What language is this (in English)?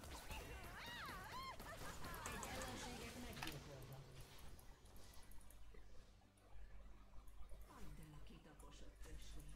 Hungarian